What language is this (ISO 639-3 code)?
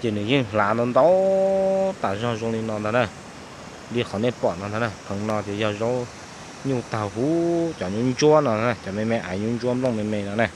hmn